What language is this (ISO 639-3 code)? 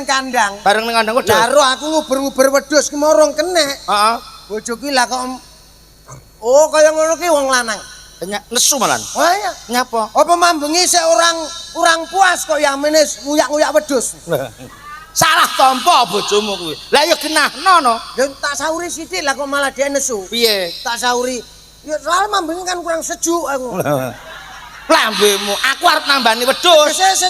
jav